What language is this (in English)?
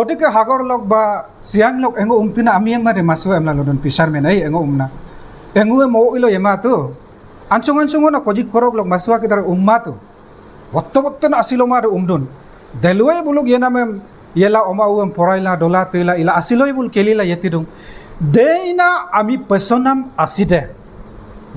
Adi